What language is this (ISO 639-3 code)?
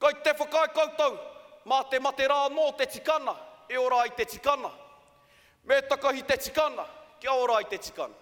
mri